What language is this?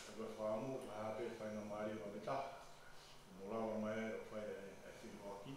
Tongan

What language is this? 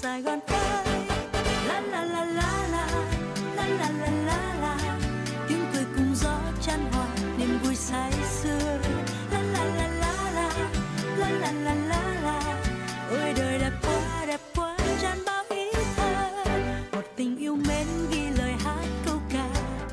Vietnamese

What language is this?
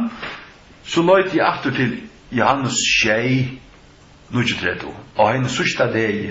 Faroese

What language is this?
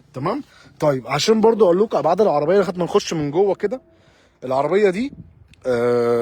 Egyptian Arabic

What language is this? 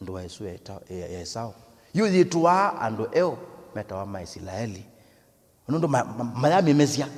Kamba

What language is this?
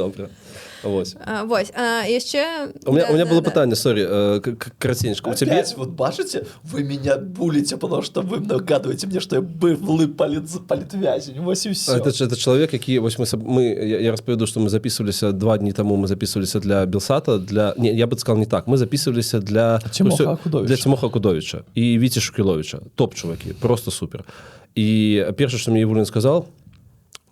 Belarusian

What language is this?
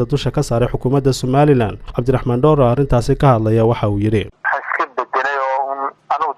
Somali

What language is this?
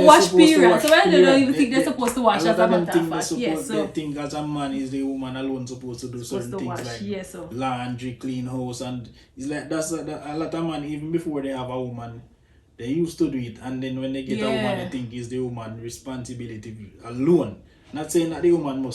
Jamaican Creole English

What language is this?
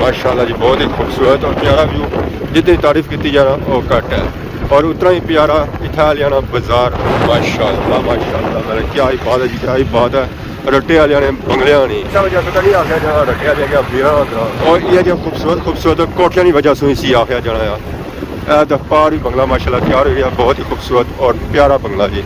Pahari-Potwari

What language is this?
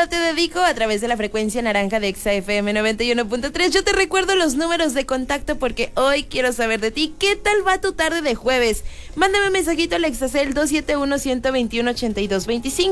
Spanish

